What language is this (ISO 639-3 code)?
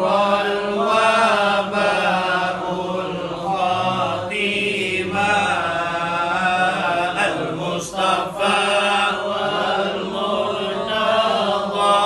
ace